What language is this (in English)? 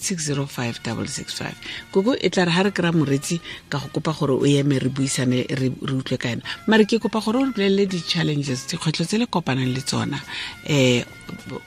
Tswana